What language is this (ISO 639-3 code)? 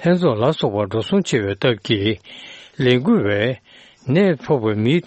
bod